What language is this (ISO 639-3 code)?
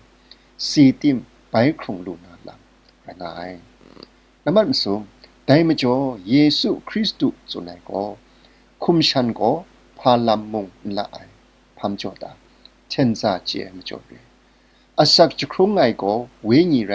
kac